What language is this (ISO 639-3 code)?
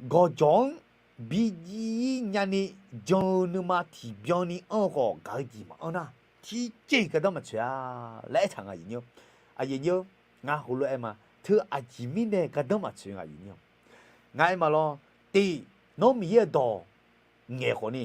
ahk